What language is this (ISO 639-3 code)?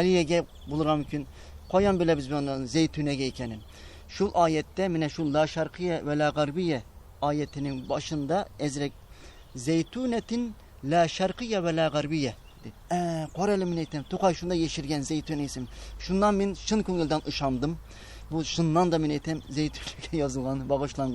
tat